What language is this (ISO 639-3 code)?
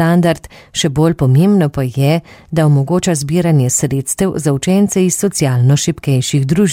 slv